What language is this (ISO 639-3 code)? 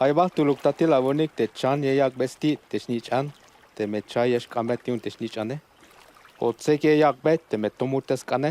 tzh